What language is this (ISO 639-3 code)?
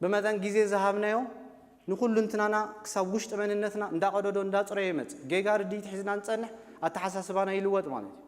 tir